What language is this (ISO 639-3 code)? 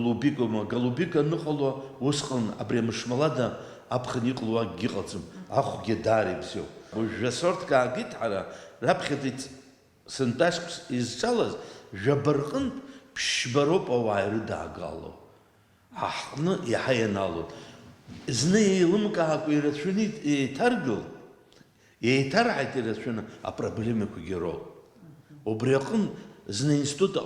abk